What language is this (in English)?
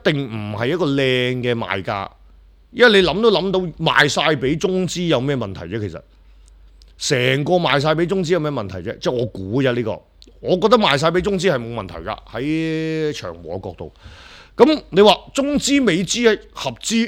Cantonese